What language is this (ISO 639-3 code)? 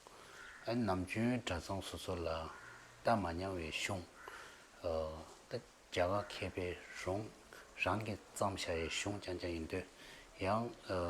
bod